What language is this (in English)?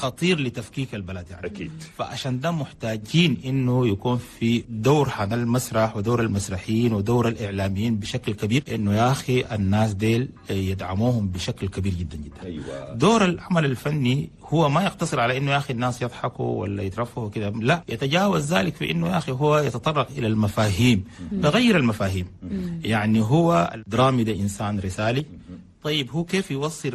Chadian Arabic